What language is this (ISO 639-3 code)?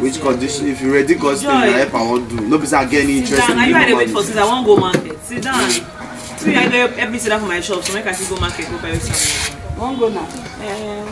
pcm